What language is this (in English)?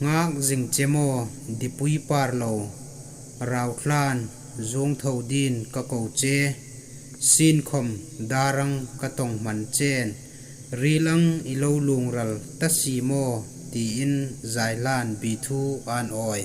Hmar